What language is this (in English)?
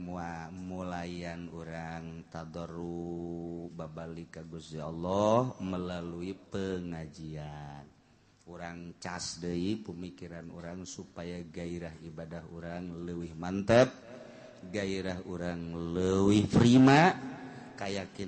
Sundanese